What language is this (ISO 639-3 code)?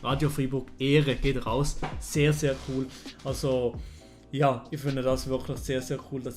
gsw